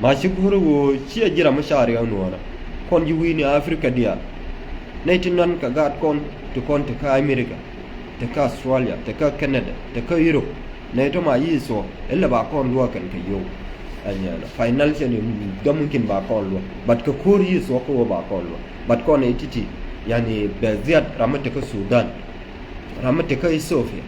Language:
Nuer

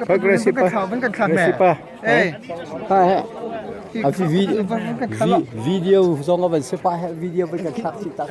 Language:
Hakha Chin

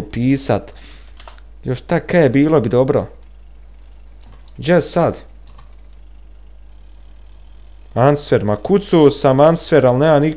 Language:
Bosnian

